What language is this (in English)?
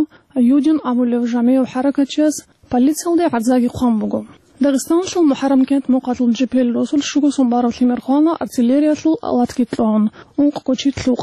Avaric